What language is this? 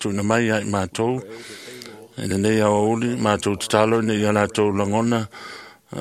Samoan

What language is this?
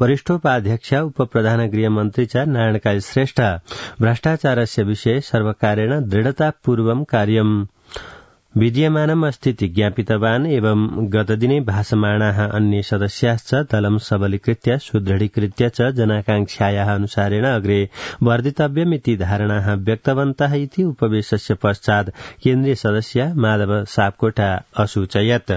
Sanskrit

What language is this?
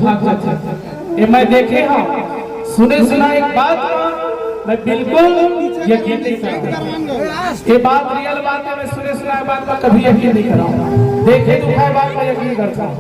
Chhattisgarhi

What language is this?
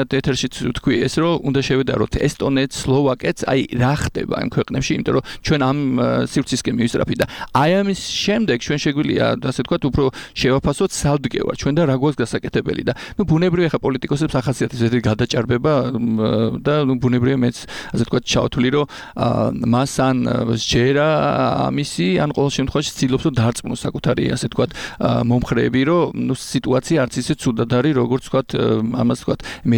Georgian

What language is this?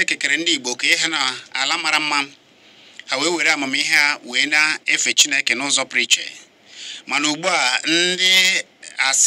Igbo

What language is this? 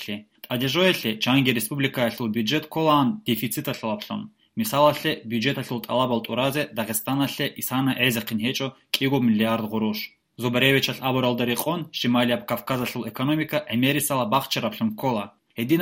Avaric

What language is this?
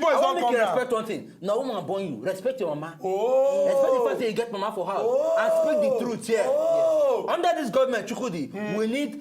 Nigerian Pidgin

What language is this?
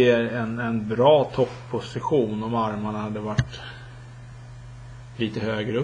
Swedish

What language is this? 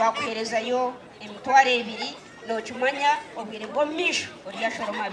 Nyankole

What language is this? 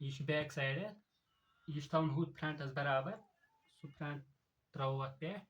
Kashmiri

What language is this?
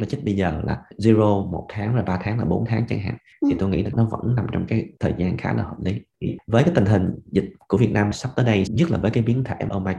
Vietnamese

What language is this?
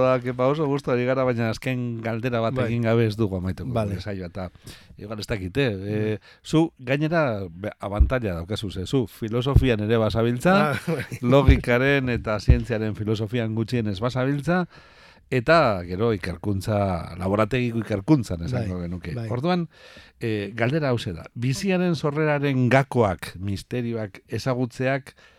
Basque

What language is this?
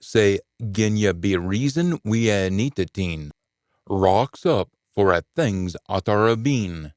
Scots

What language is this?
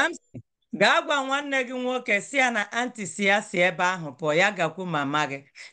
Igbo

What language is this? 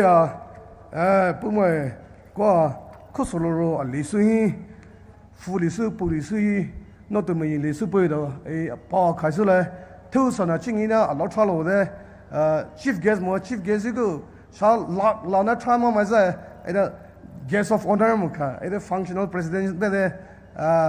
Poumei Naga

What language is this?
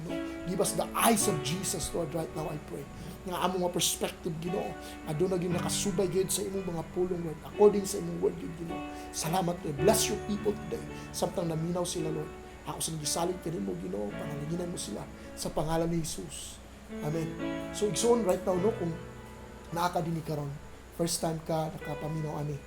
Cebuano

